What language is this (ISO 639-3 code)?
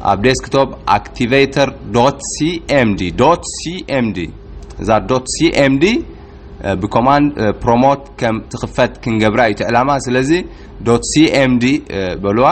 tir